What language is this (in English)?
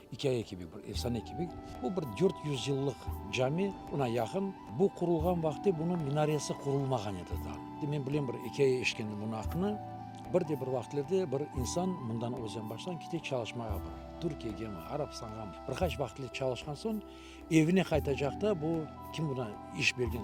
Crimean Tatar